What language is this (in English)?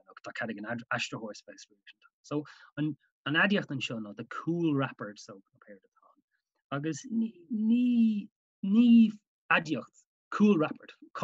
Irish